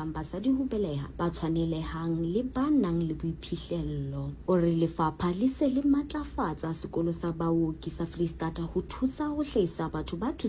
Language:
Southern Sotho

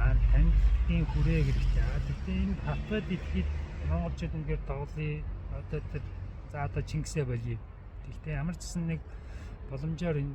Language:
Mongolian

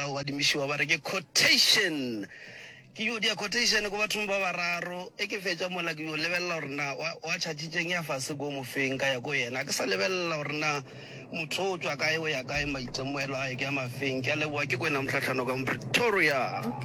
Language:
Northern Sotho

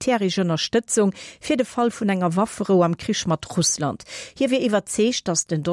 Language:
Luxembourgish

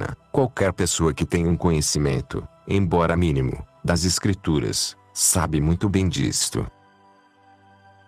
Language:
Portuguese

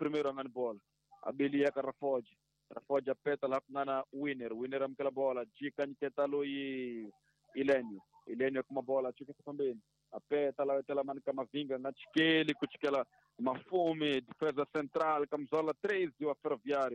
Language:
Tsonga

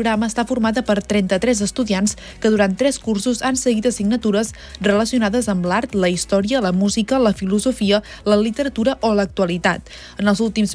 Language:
Catalan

